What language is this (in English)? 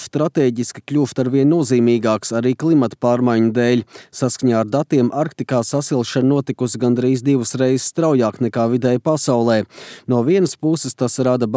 Latvian